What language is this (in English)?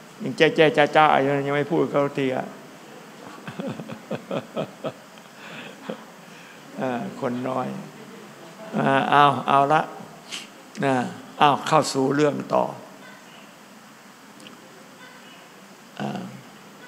Thai